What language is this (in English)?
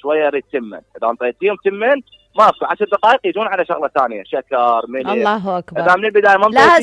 Mesopotamian Arabic